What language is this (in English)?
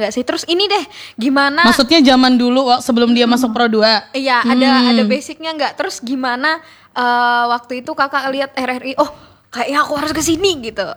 Indonesian